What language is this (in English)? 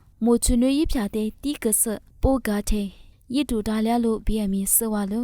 Lisu